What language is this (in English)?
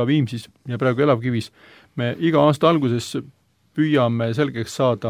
Estonian